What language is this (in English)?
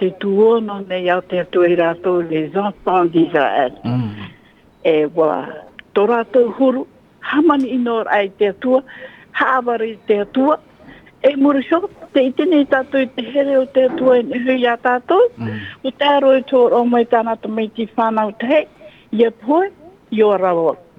Tahitian